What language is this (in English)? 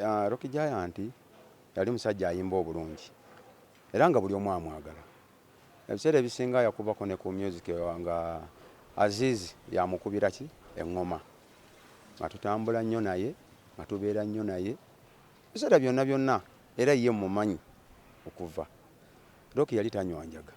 Ganda